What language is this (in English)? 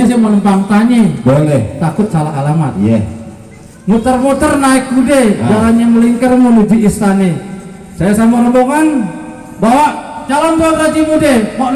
Betawi